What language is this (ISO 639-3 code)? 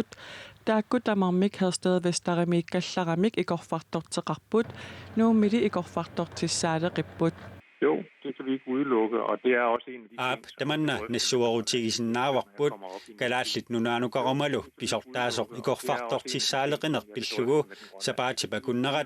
kal